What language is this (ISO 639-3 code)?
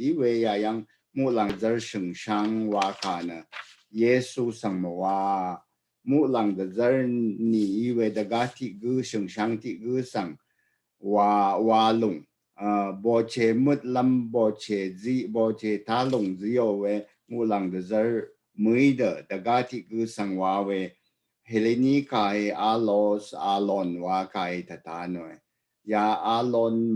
raw